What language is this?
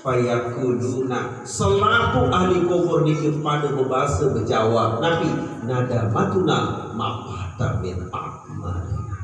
Sasak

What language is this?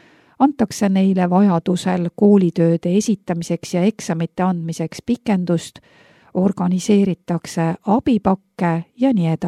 Estonian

